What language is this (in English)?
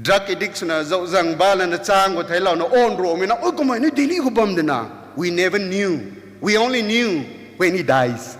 Rongmei Naga